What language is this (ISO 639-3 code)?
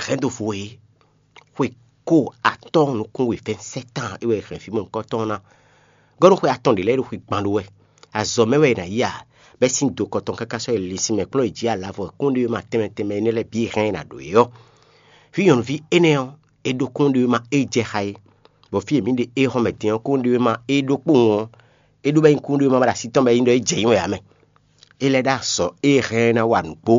fon